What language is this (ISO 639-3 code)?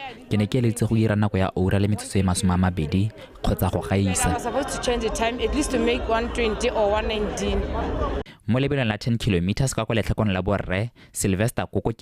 tsn